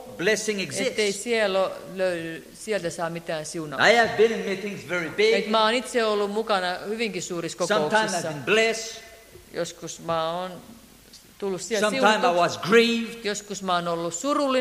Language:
Finnish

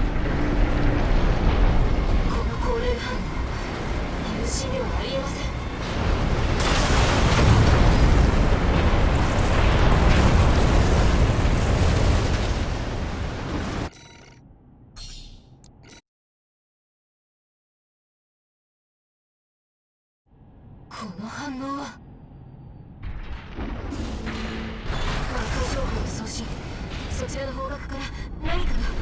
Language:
Japanese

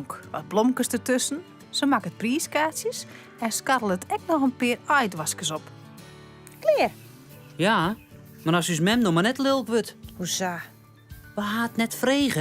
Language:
Western Frisian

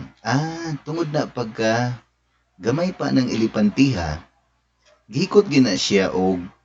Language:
Cebuano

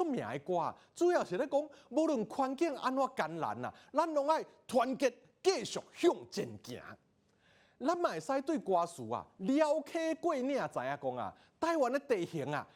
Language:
Min Nan Chinese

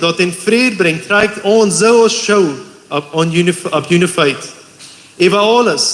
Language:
Plautdietsch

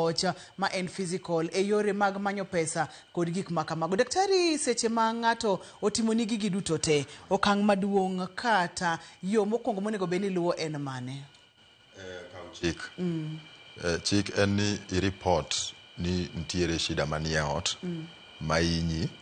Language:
Luo (Kenya and Tanzania)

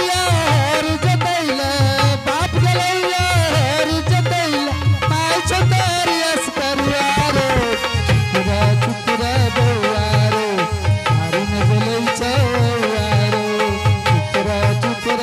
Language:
Angika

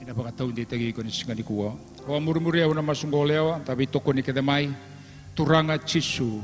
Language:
Fijian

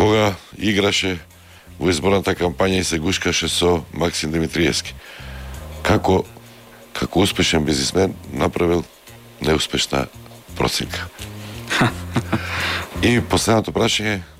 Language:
Macedonian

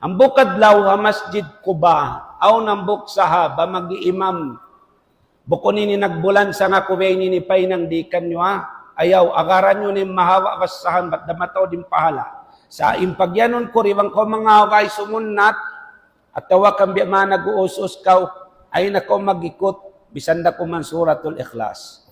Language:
Tausug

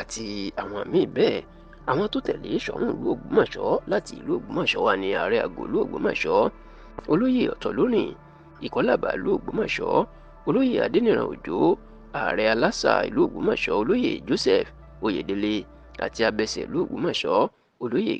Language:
Yoruba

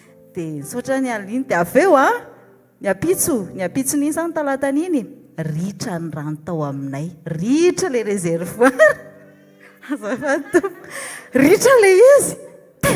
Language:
Malagasy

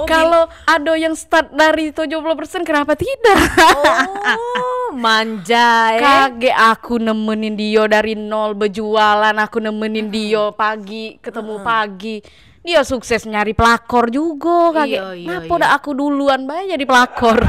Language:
Musi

